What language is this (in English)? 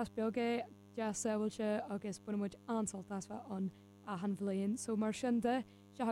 Irish